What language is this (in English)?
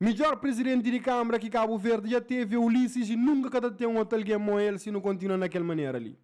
Kabuverdianu